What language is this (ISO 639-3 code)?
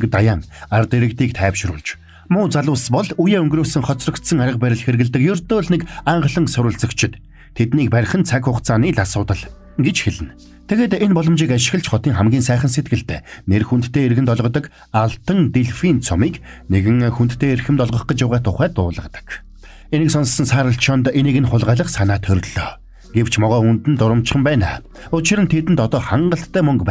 mon